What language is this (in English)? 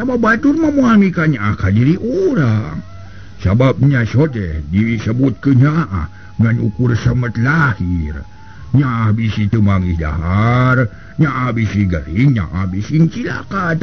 Sundanese